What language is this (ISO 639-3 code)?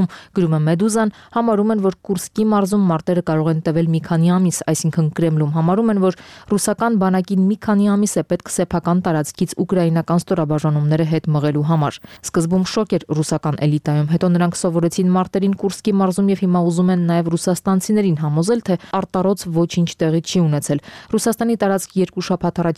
hye